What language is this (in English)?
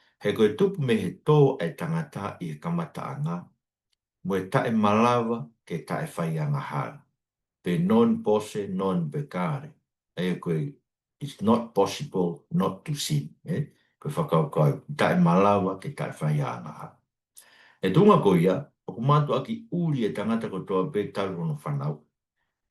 Tongan